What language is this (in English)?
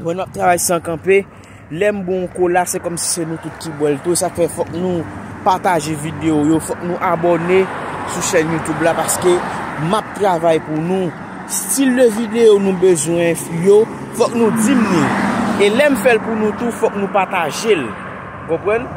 Haitian Creole